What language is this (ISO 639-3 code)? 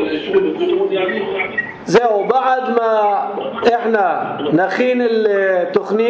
apc